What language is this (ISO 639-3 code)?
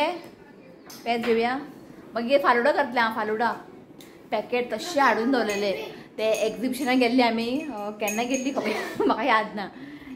kok